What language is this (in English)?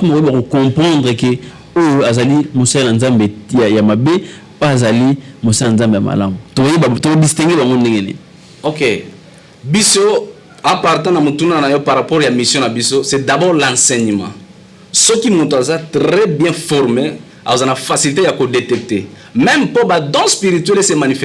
Lingala